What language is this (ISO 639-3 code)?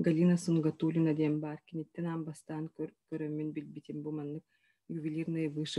sah